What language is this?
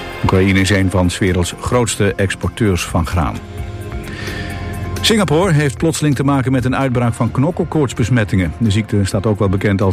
Dutch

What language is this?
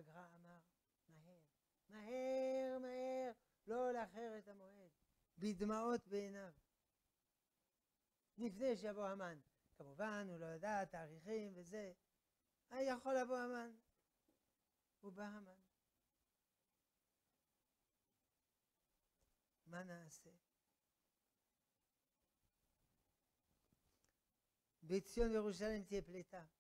Hebrew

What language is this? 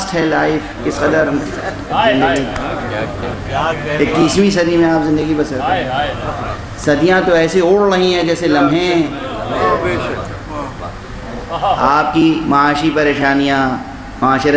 Urdu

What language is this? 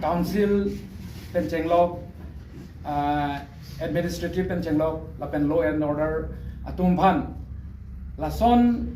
Karbi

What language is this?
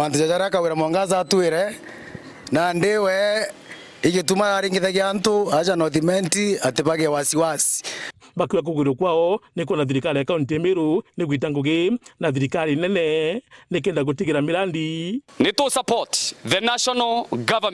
Meru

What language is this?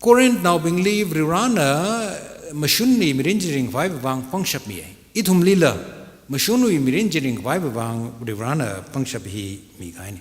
Tangkhul Naga (India)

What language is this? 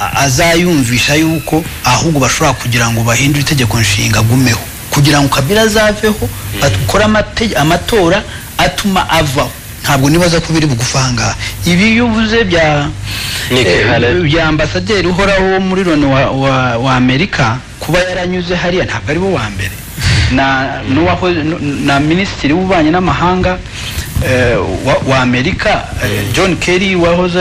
Kinyarwanda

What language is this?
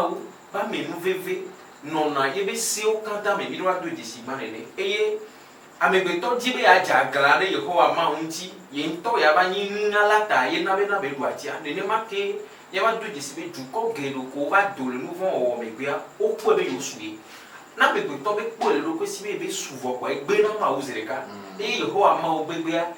Ewe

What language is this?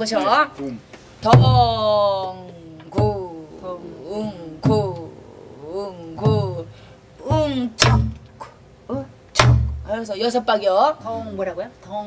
Korean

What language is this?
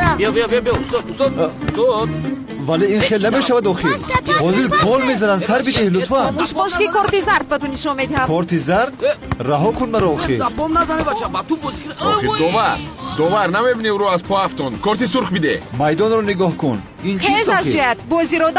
Tajik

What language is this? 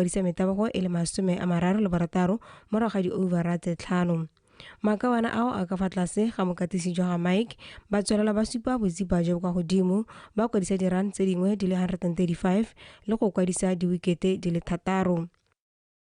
Tswana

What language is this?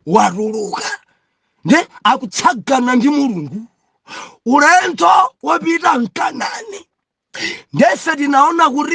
Nyanja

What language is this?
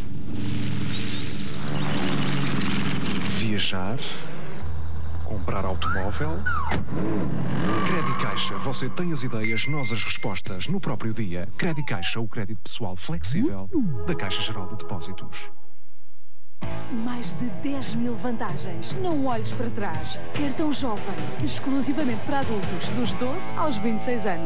Portuguese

